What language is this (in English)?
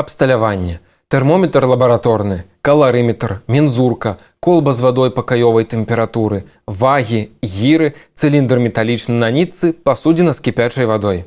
Belarusian